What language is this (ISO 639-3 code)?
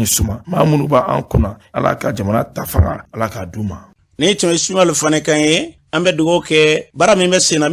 bam